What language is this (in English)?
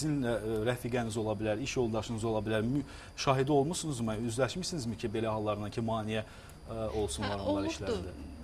Azerbaijani